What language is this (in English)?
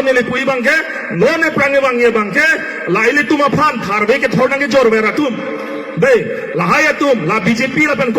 Karbi